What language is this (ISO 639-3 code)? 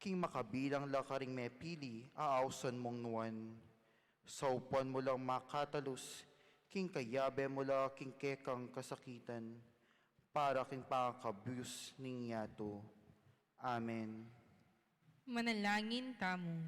pam